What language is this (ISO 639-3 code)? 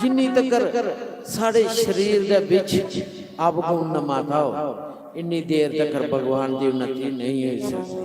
doi